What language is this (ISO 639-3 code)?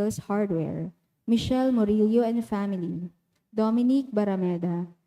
bik